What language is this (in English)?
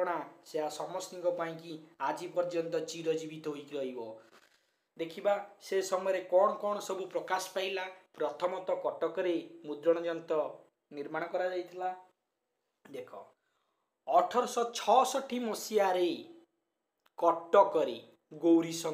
Odia